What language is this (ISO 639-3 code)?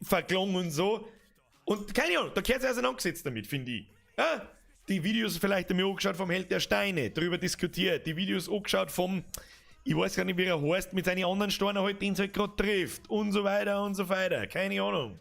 bar